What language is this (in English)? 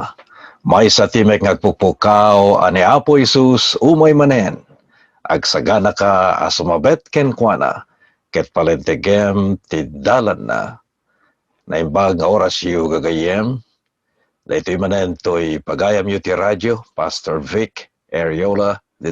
Iloko